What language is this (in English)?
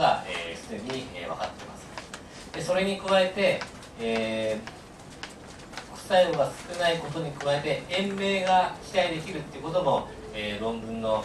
Japanese